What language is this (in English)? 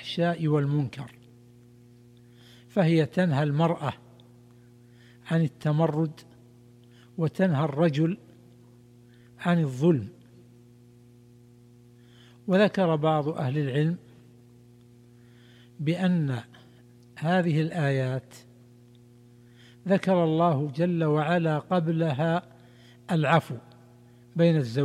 Arabic